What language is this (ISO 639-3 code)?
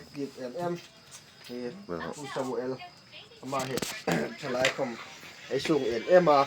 hmr